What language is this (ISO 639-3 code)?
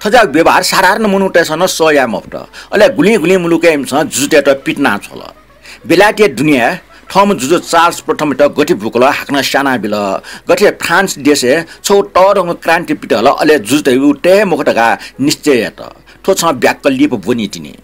new